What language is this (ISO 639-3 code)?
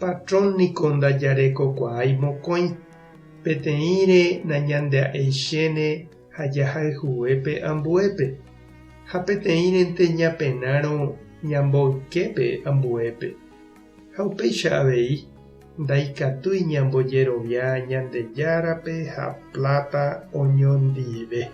grn